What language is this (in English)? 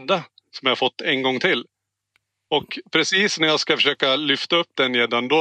Swedish